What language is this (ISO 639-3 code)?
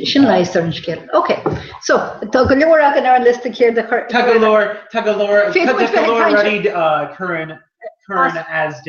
gle